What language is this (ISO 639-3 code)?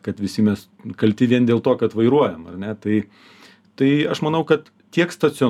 lit